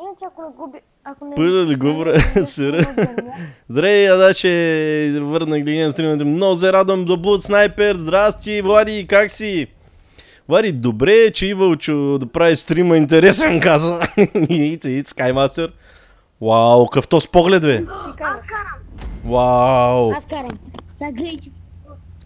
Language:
Bulgarian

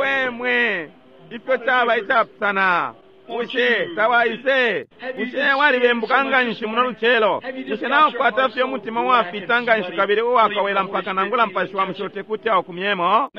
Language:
Bemba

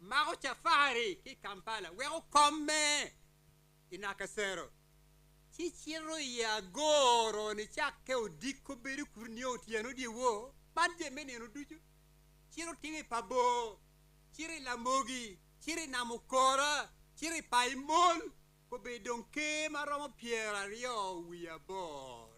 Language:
Acoli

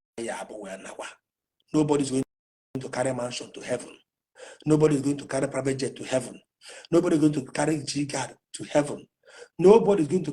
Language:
Igbo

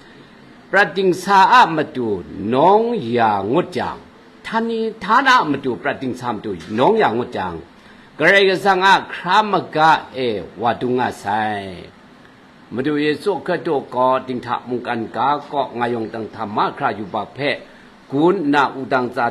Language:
Kachin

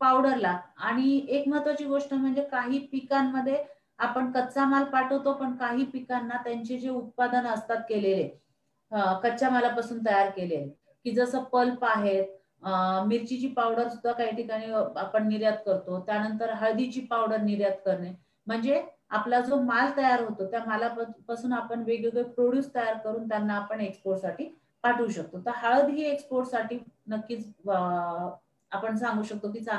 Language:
Marathi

